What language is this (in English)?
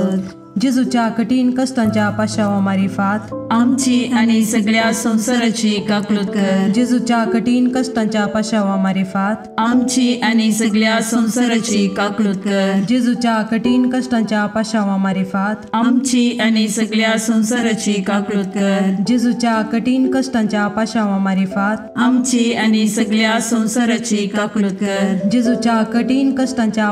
Konkani